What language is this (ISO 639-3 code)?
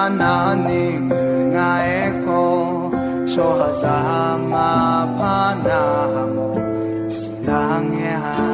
ahk